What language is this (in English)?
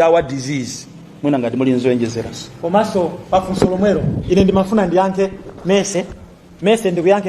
Nyanja